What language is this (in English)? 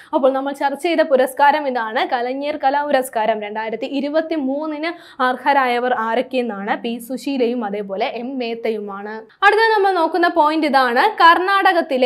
Malayalam